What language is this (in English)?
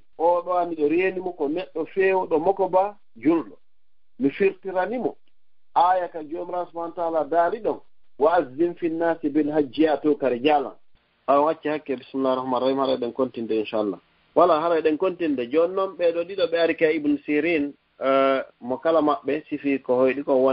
Fula